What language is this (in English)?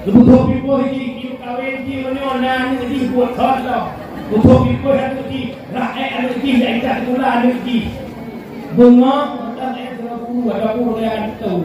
Achinese